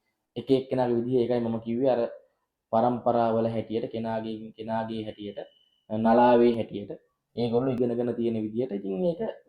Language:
Sinhala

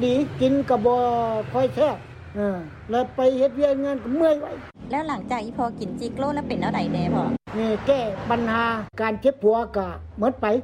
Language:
Lao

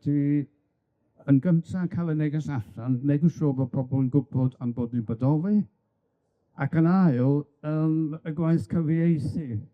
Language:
Welsh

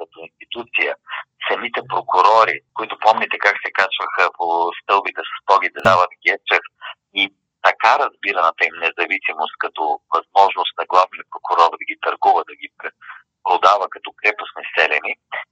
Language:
Bulgarian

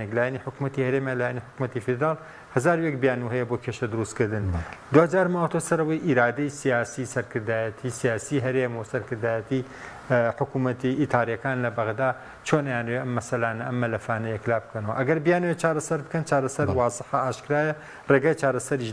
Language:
Central Kurdish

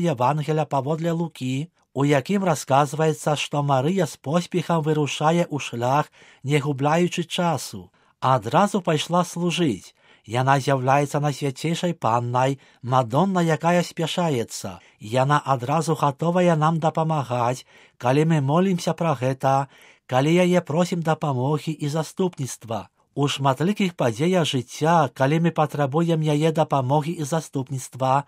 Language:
Belarusian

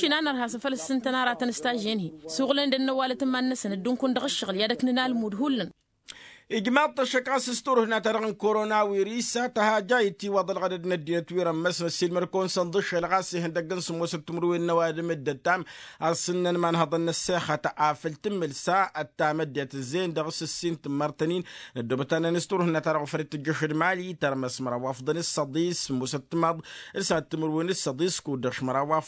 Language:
Tamasheq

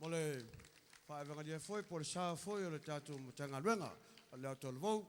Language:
Samoan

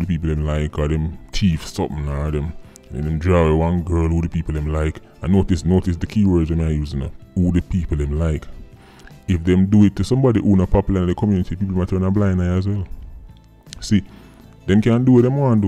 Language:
Jamaican Creole English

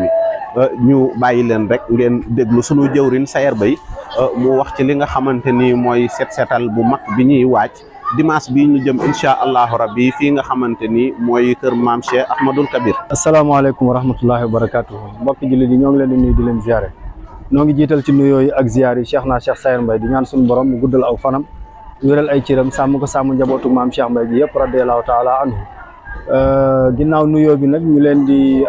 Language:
Wolof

